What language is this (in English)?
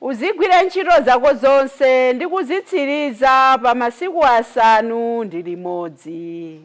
Nyanja